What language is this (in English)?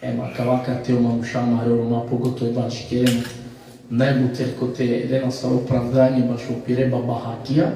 Balkan Romani